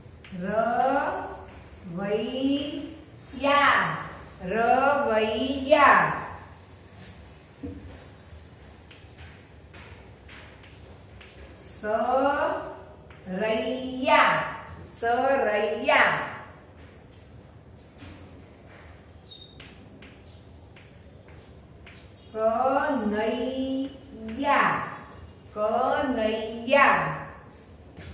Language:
Gujarati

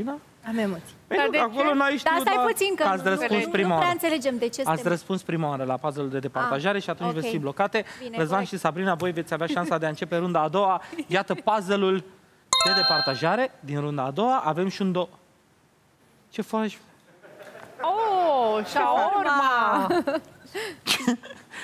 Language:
Romanian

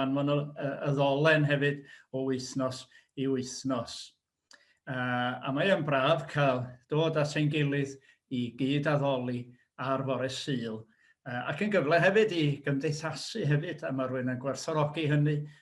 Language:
Welsh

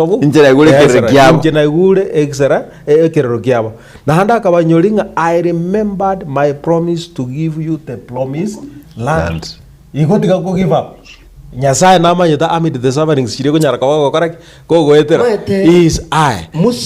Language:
Gusii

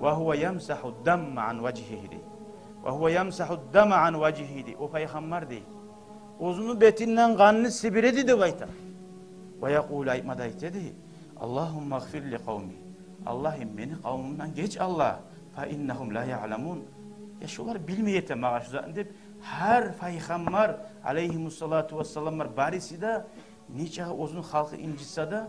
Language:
Kumyk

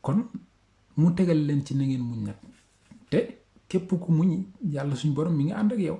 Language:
Wolof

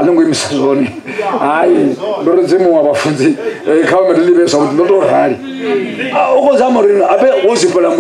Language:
Venda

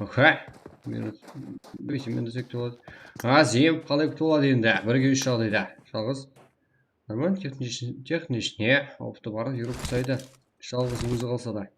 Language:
Kara-Kalpak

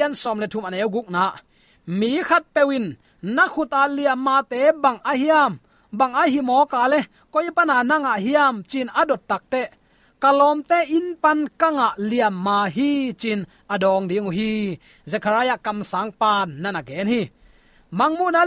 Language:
Tedim Chin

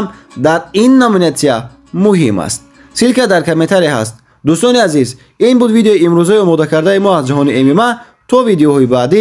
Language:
Tajik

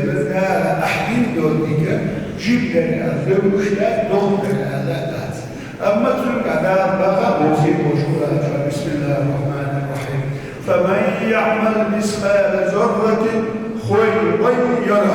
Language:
Ingush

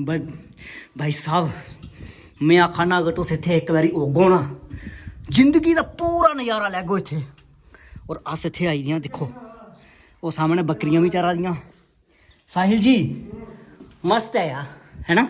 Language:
Dogri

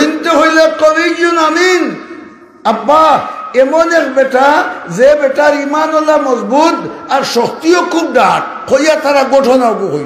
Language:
Sylheti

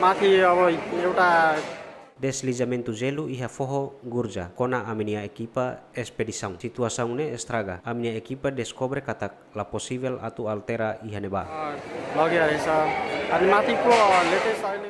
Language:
Tetum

